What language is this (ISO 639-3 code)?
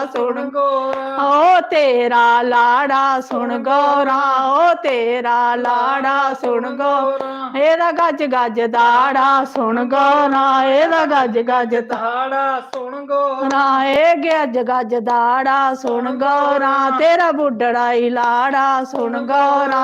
doi